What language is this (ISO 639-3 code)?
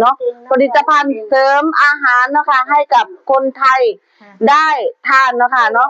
tts